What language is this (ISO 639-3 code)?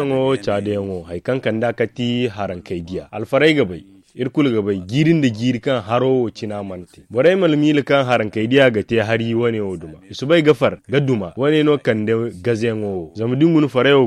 dje